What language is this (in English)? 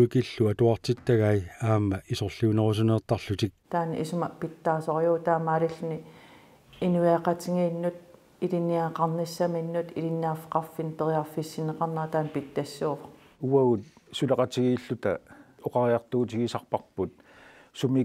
Kalaallisut